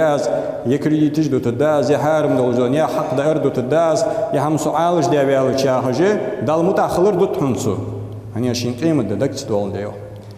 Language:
Ingush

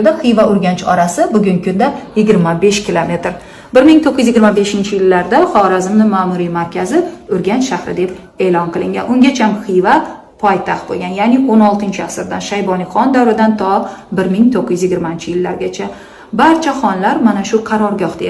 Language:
Uzbek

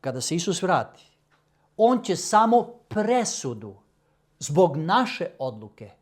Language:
Macedonian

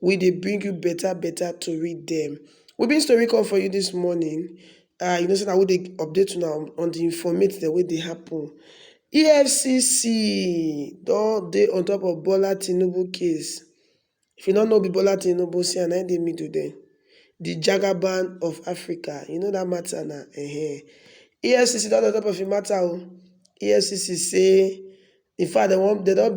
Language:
Nigerian Pidgin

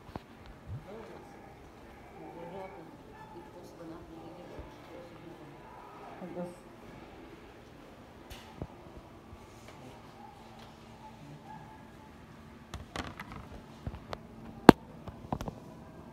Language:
Filipino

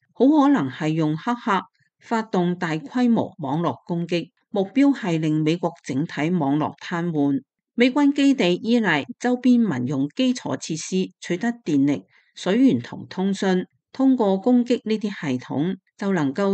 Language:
Cantonese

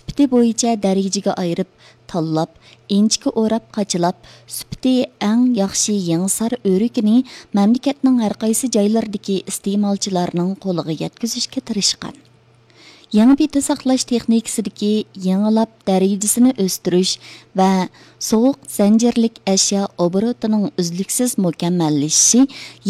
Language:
Uyghur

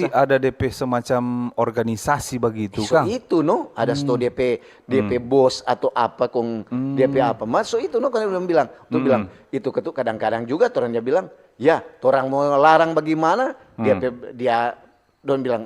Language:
Manado Malay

